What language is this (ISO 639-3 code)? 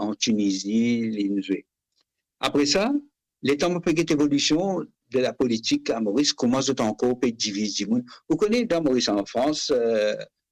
mfe